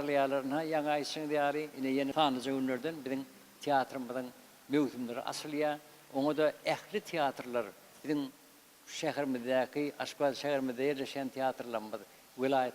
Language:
Turkmen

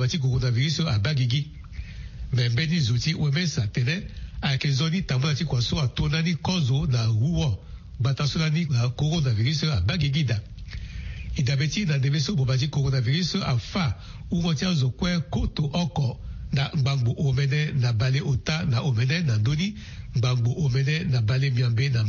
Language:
Sango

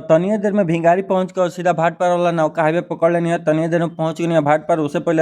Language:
Bhojpuri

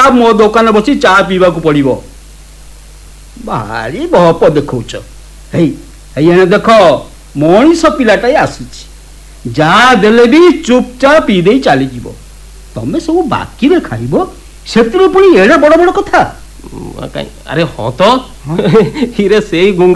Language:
Odia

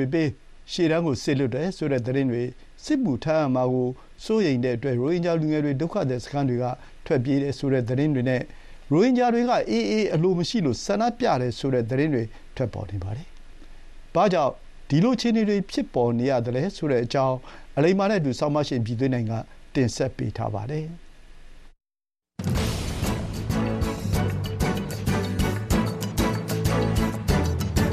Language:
Burmese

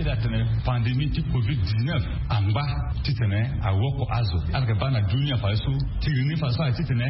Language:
Sango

